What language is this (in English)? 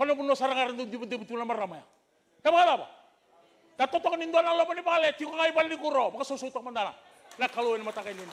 Fijian